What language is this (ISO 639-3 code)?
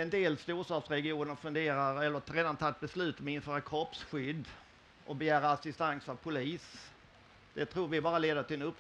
swe